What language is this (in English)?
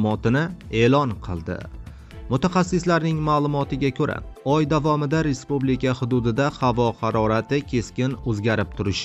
Uzbek